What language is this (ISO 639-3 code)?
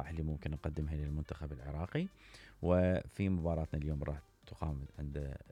acm